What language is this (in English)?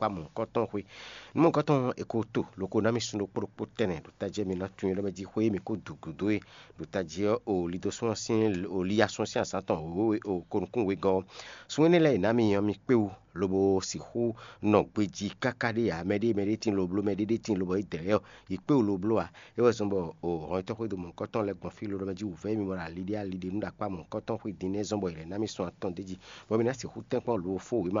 Fon